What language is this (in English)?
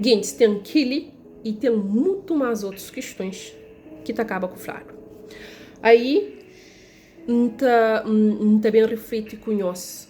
Kabuverdianu